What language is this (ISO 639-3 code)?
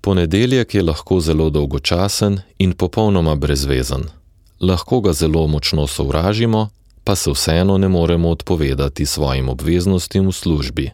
slv